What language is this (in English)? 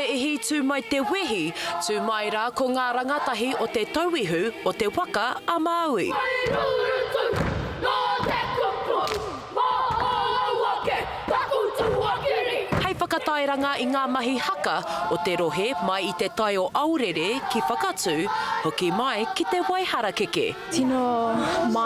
Māori